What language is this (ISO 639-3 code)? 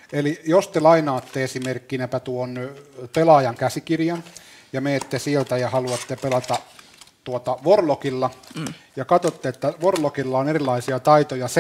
fin